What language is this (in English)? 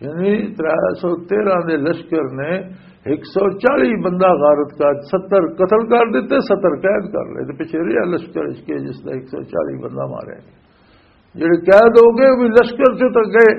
Western Panjabi